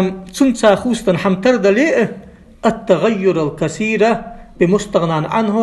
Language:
Ingush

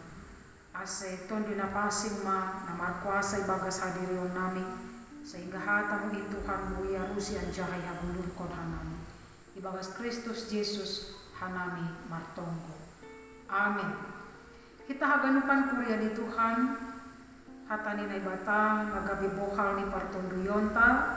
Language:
Batak Simalungun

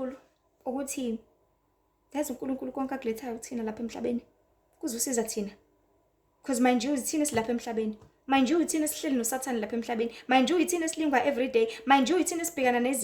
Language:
Zulu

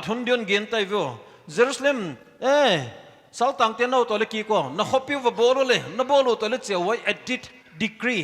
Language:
Paite Chin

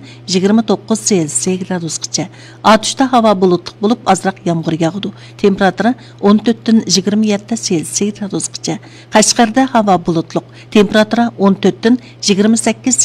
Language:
Uyghur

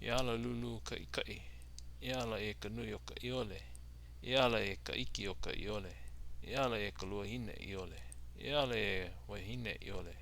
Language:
Hawaiian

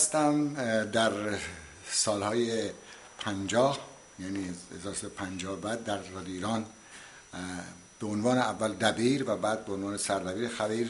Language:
Persian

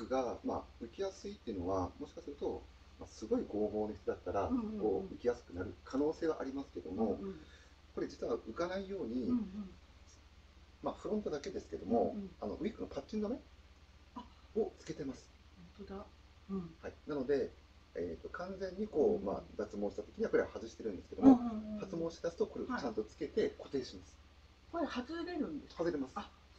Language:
Japanese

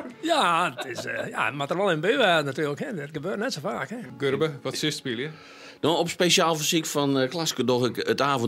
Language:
Western Frisian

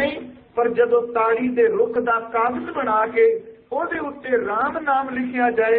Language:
Punjabi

